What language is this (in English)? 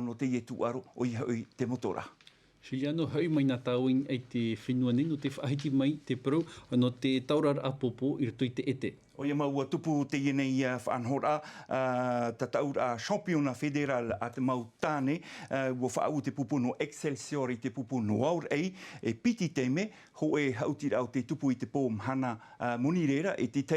Tahitian